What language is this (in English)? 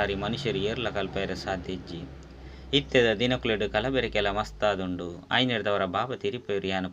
Tulu